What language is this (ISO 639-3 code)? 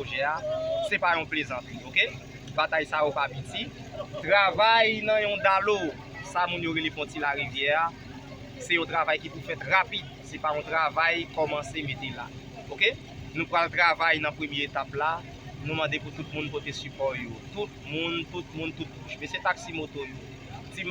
hat